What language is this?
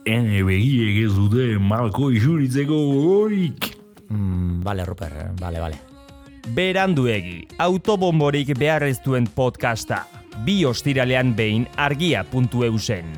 Basque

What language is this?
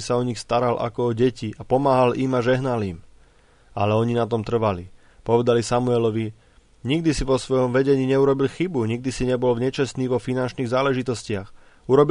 Slovak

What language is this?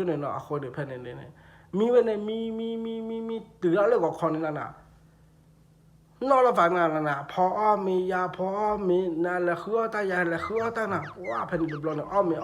S'gaw Karen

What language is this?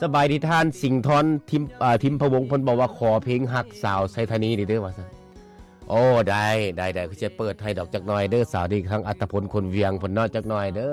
Lao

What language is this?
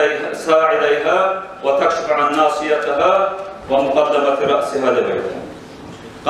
Kumyk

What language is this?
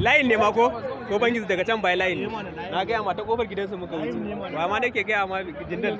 Hausa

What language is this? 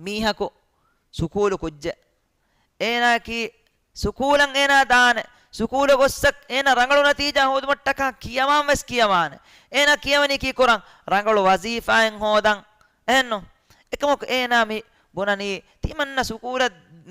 Divehi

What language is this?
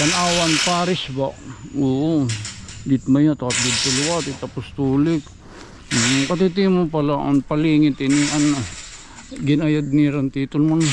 Waray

